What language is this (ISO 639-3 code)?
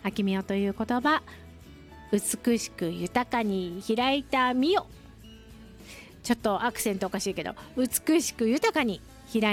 jpn